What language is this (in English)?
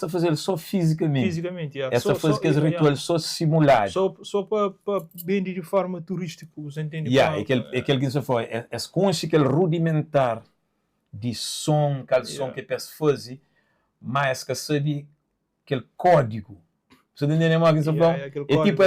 Kabuverdianu